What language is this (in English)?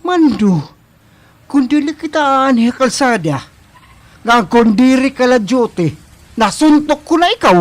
Waray